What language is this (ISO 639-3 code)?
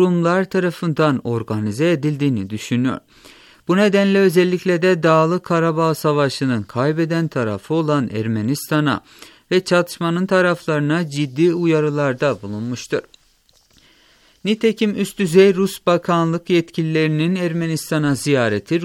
tur